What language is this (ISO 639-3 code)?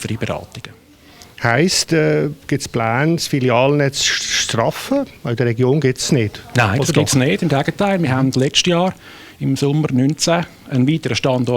gsw